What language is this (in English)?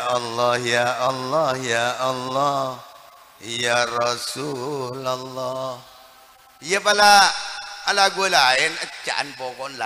Madurese